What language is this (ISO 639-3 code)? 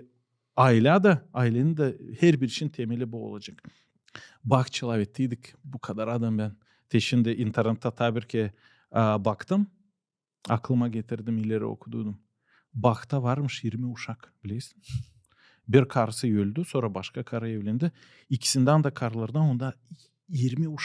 gag